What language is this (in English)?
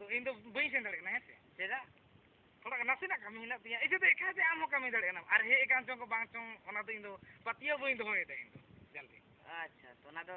Santali